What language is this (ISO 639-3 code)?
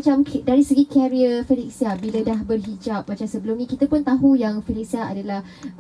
msa